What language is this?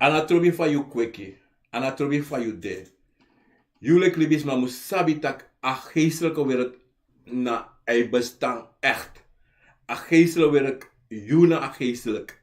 Sranan Tongo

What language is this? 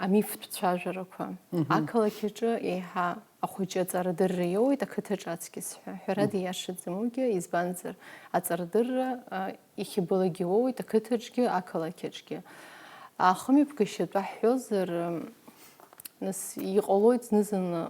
Abkhazian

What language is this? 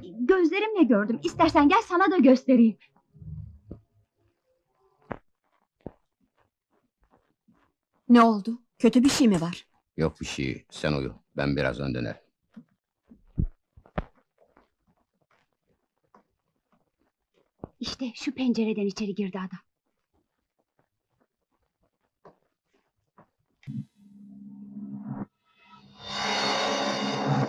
Turkish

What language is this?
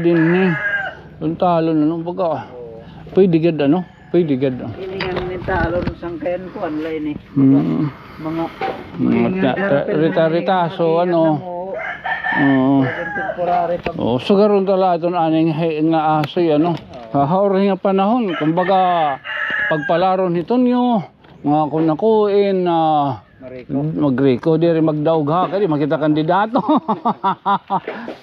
Waray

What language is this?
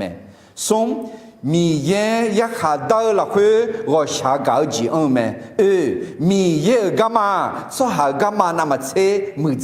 Akha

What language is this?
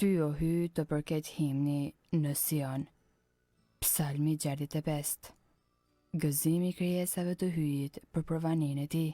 Albanian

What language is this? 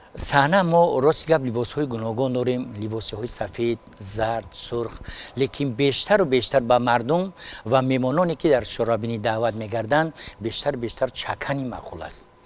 Tajik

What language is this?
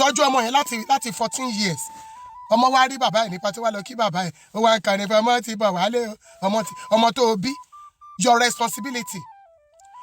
Yoruba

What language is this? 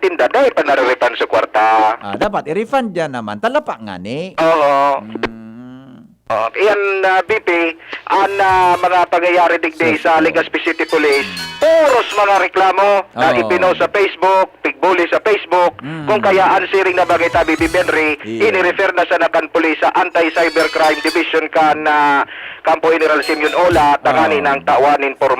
Bikol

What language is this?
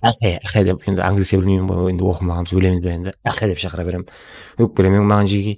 Kara-Kalpak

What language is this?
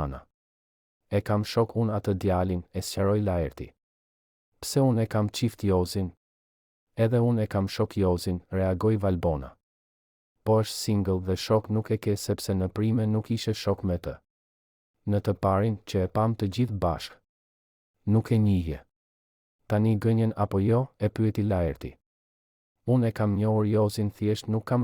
Albanian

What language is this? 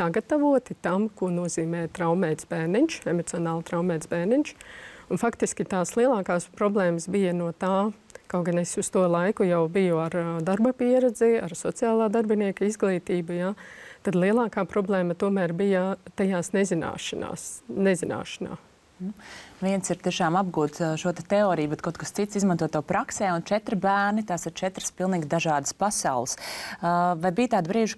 Latvian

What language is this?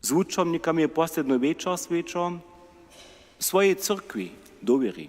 Upper Sorbian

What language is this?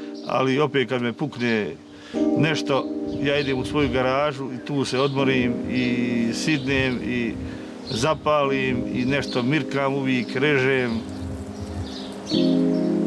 Bosnian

